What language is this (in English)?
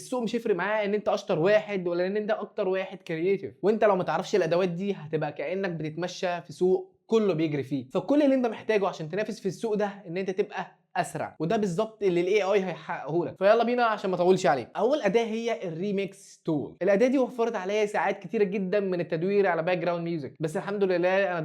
Egyptian Arabic